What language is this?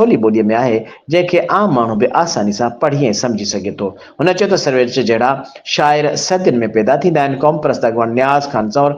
Sindhi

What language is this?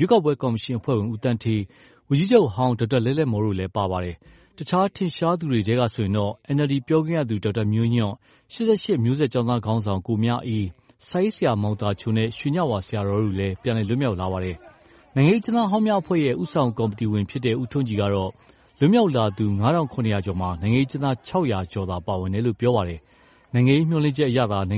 Burmese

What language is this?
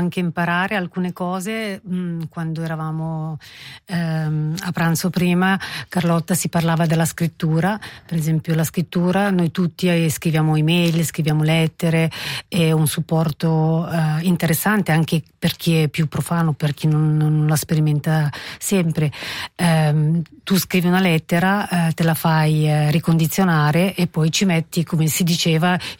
Italian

